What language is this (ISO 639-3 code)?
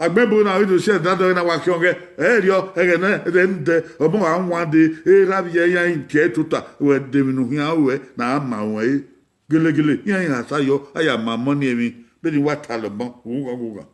bin